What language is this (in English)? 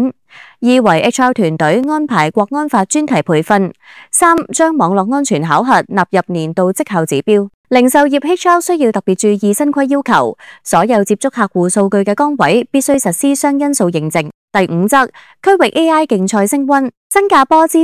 Cantonese